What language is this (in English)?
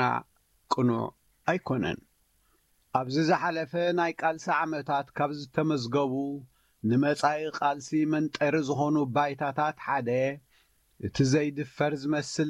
Tigrinya